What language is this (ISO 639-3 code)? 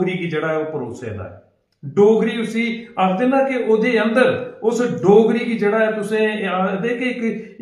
doi